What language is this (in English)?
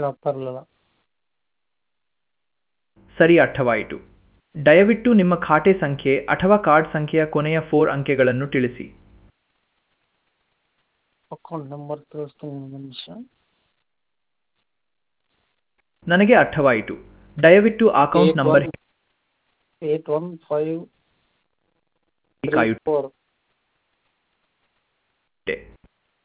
Kannada